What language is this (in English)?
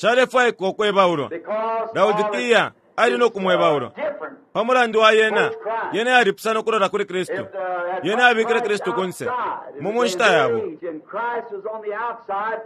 Bemba